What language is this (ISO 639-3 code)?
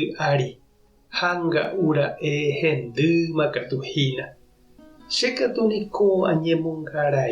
grn